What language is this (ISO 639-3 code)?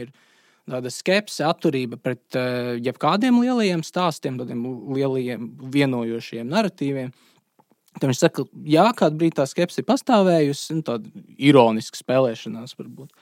lav